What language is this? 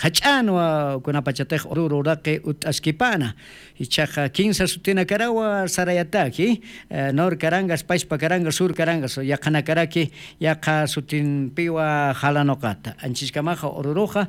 Aymara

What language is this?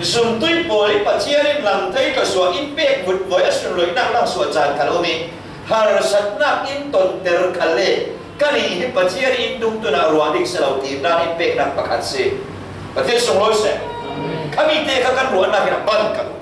Falam Chin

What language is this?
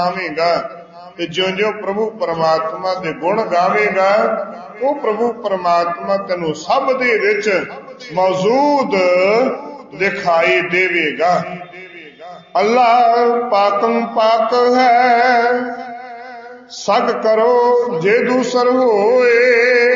Punjabi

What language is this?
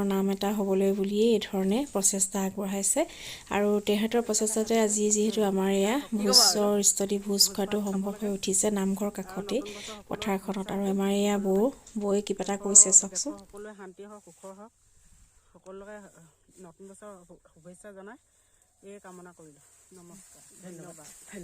Assamese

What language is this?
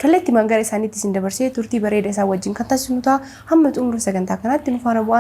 Oromo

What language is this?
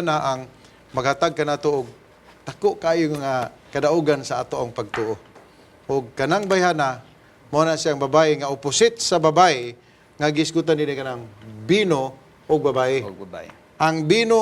Cebuano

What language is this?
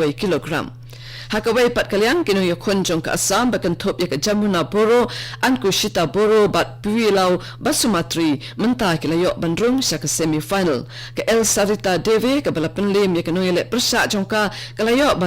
Khasi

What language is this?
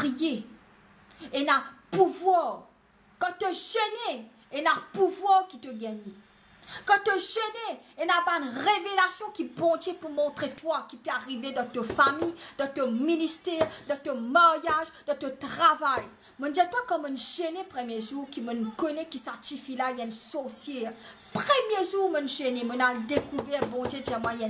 Morisyen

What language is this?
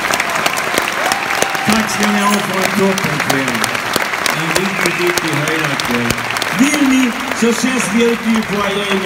Swedish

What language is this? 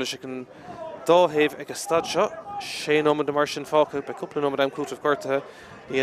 Irish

